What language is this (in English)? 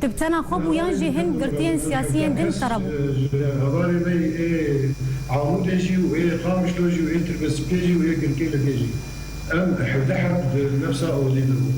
Kurdish